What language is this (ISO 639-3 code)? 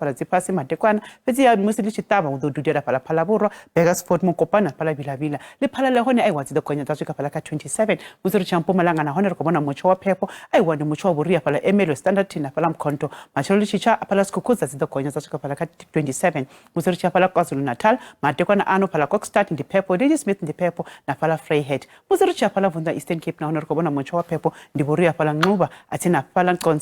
ven